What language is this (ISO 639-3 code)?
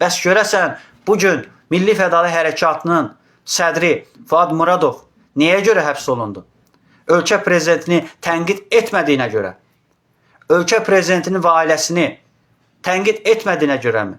aze